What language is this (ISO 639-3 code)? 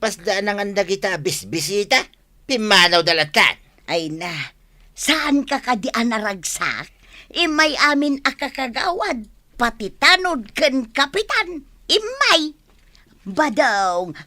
ilo